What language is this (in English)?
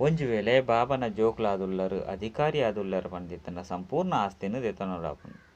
Tulu